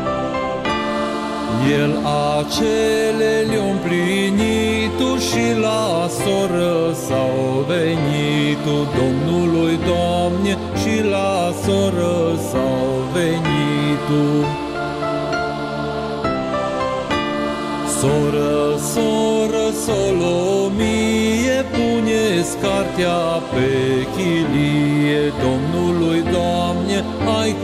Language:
Romanian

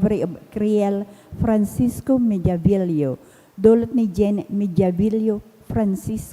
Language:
Bikol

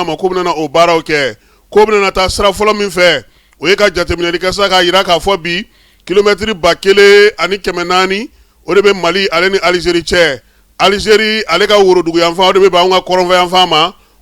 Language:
Bambara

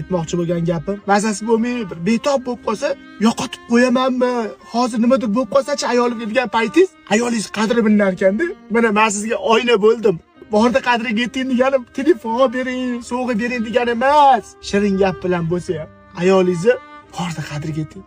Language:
Uzbek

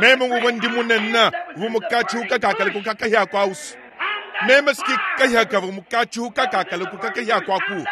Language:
Luba-Lulua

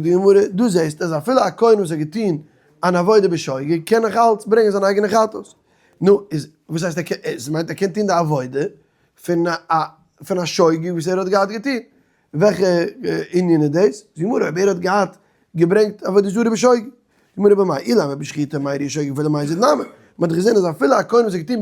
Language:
Yiddish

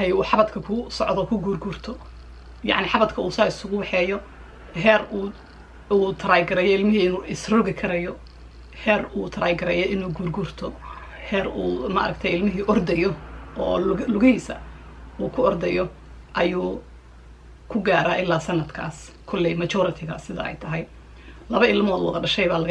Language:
Somali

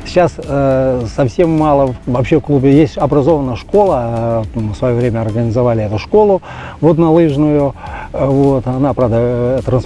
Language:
Russian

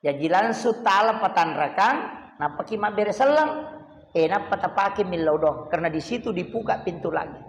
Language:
Buginese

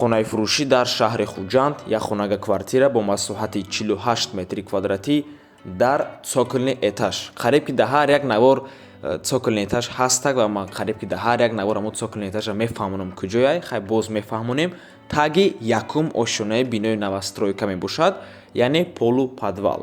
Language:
Tajik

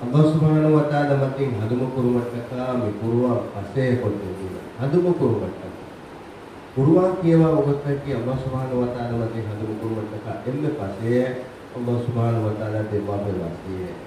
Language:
Divehi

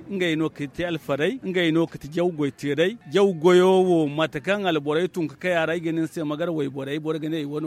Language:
Zarma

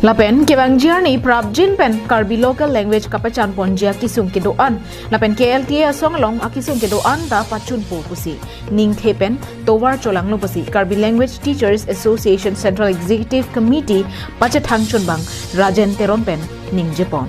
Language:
Karbi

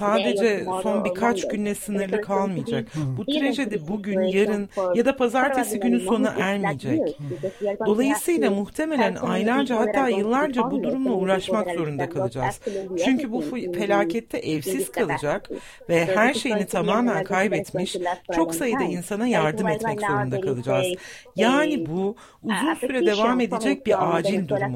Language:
Turkish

